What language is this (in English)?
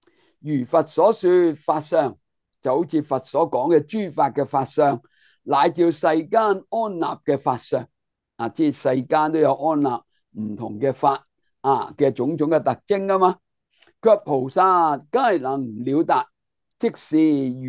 Cantonese